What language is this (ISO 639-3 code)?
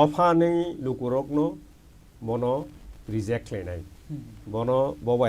trp